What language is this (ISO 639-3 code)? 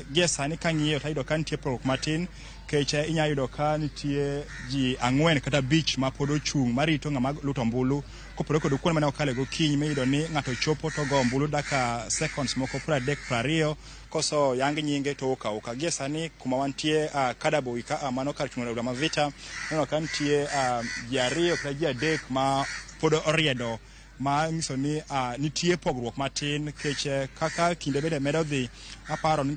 luo